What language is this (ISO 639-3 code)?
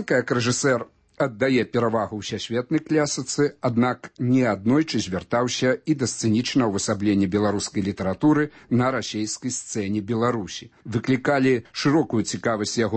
bel